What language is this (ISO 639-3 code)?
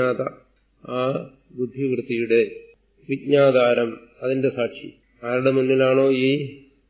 mal